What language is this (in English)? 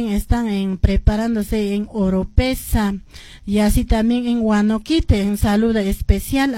Quechua